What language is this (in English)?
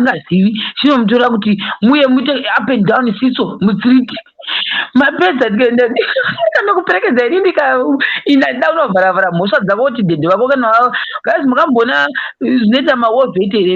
Shona